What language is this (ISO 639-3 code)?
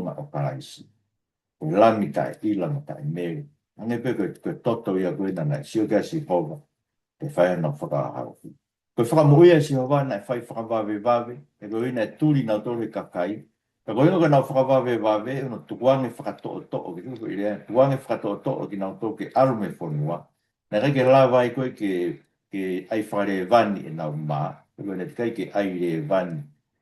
ton